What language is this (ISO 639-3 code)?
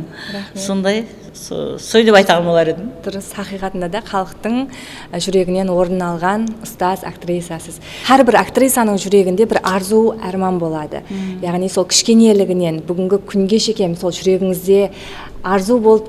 kaa